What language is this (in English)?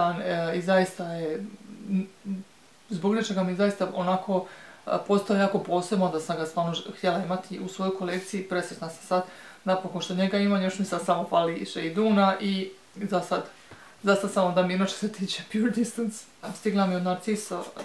Croatian